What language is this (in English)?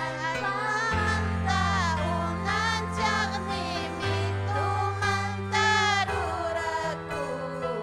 Ayacucho Quechua